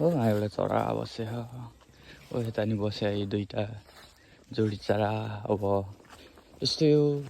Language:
Nepali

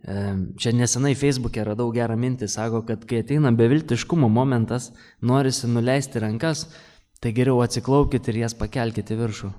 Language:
Lithuanian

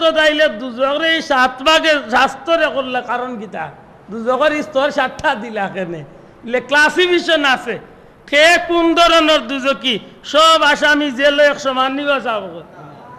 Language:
Sylheti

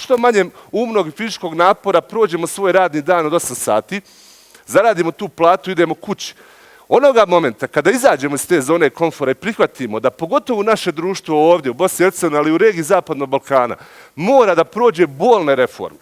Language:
Bosnian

